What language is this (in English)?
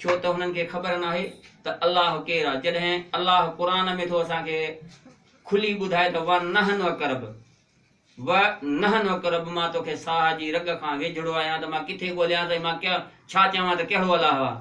Sindhi